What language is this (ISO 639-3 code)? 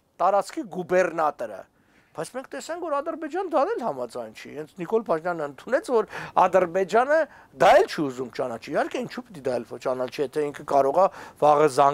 hye